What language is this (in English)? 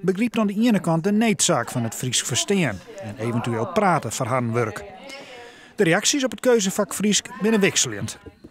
Western Frisian